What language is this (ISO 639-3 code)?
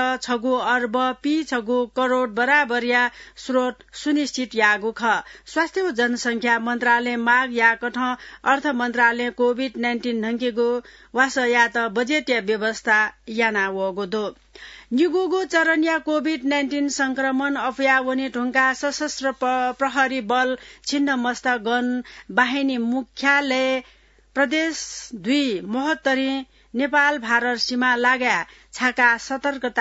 new